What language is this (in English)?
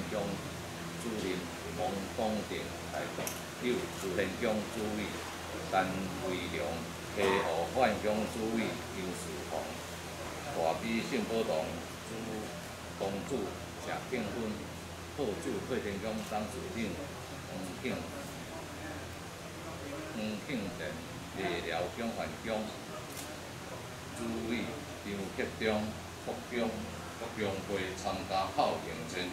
Chinese